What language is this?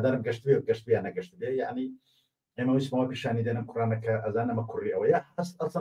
Central Kurdish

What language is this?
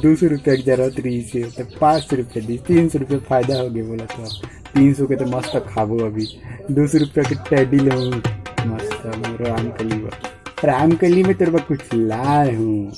Chhattisgarhi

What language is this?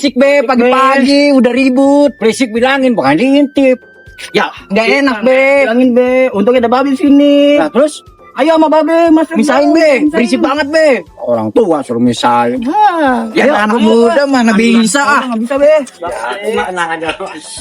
Betawi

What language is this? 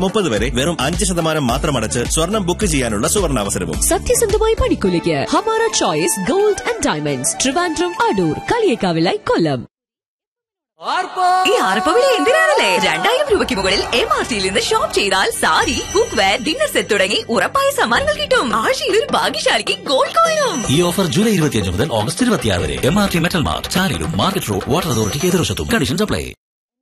Malayalam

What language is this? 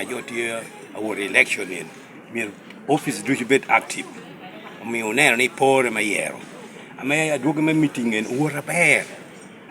Lango (Uganda)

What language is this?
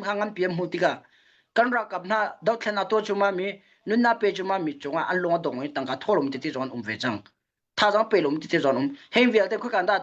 Hakha Chin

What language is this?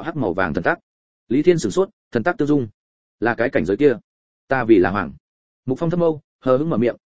Vietnamese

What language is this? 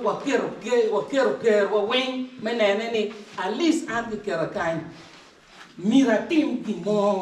Acoli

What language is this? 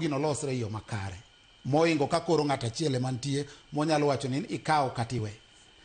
Luo (Kenya and Tanzania)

